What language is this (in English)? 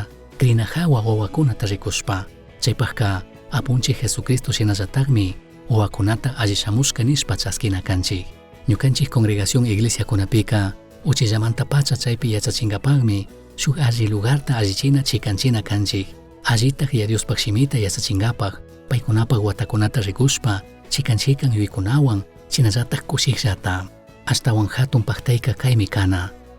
Chimborazo Highland Quichua